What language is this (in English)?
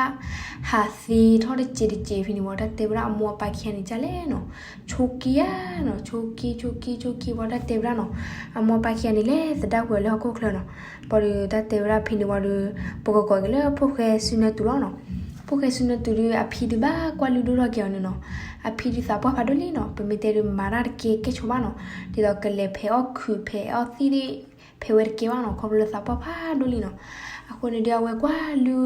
S'gaw Karen